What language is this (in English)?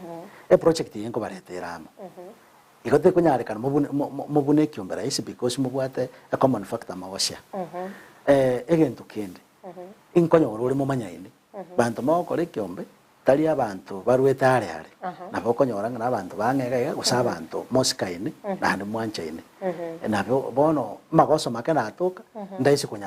Gusii